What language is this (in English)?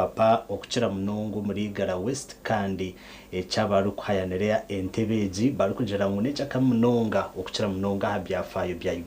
Nyankole